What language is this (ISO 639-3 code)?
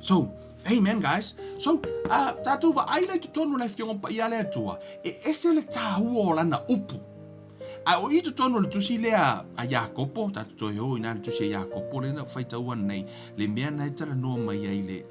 smo